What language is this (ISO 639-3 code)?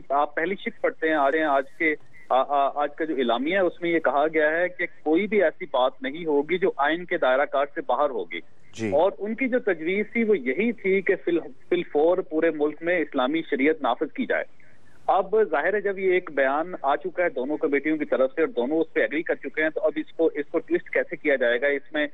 urd